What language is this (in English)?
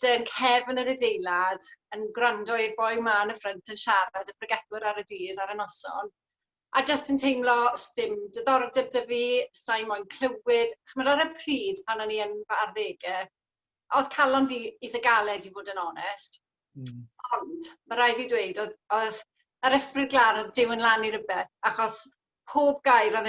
Welsh